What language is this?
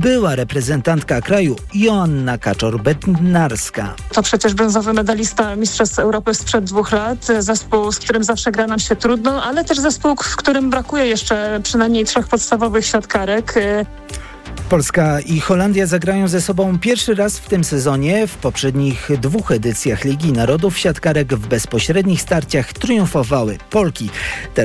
Polish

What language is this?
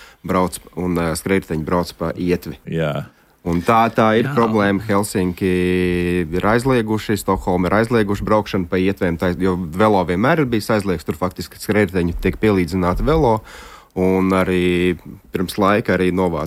Latvian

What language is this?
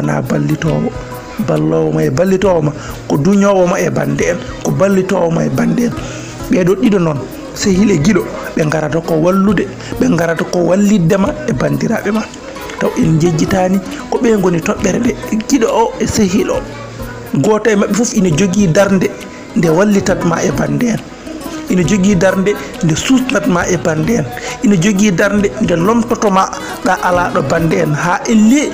Fula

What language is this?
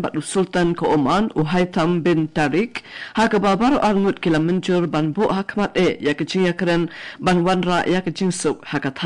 Khasi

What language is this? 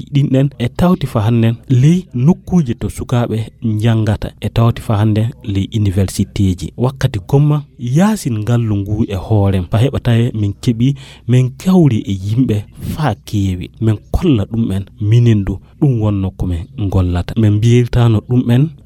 Fula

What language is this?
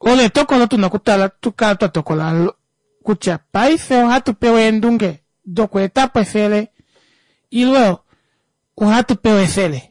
Kuanyama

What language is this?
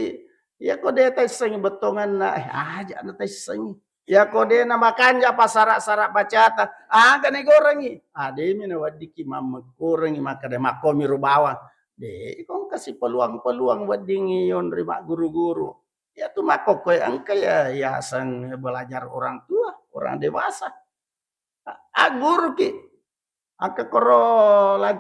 Buginese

